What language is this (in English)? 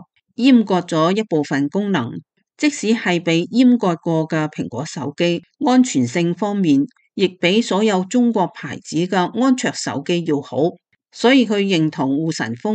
Cantonese